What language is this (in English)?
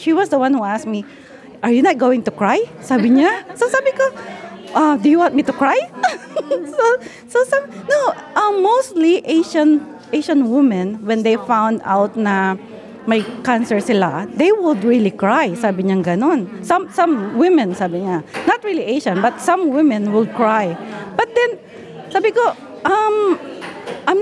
Filipino